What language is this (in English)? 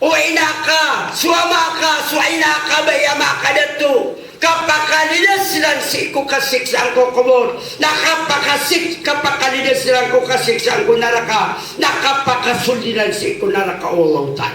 Maranao